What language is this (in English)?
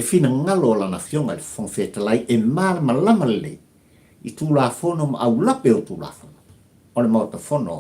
Samoan